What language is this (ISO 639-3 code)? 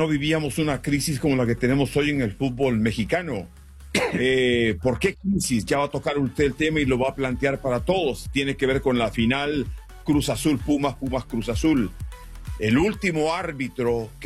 spa